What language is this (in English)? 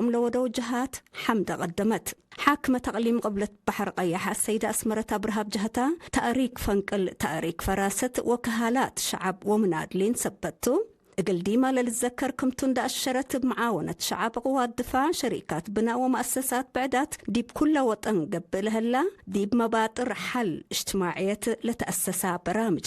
Tigre